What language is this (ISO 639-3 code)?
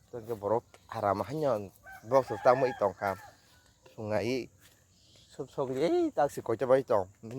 trp